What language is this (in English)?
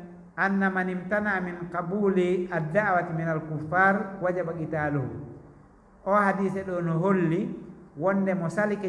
Fula